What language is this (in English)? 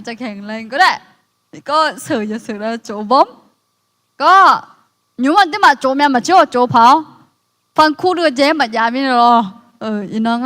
Akha